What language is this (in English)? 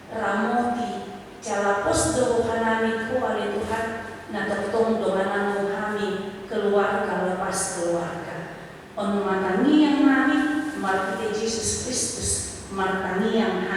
Batak Toba